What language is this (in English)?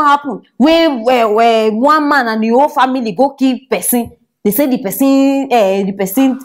Nigerian Pidgin